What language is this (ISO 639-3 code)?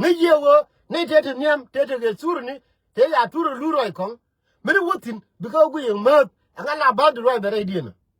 nus